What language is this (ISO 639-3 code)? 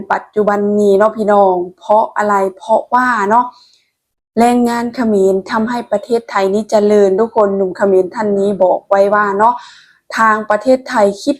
lao